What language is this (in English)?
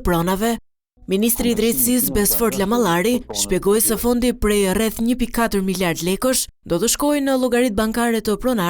Albanian